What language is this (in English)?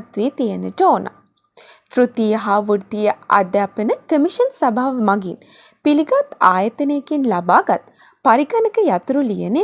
Sinhala